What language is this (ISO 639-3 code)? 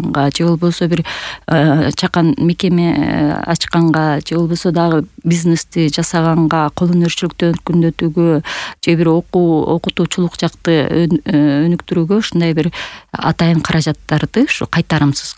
kir